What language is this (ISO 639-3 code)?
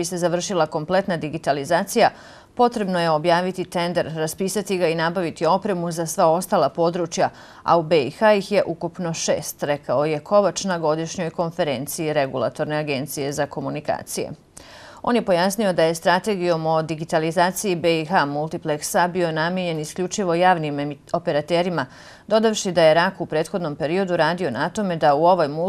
bos